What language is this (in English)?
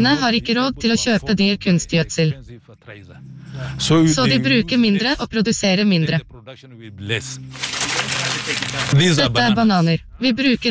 Norwegian